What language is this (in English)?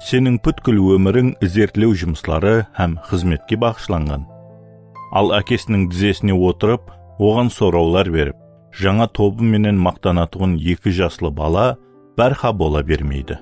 Kara-Kalpak